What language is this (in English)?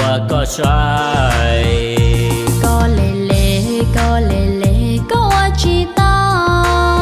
Hmong